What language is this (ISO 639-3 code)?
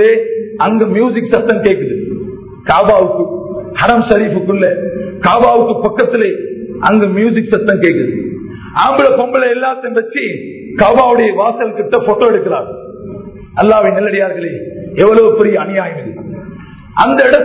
tam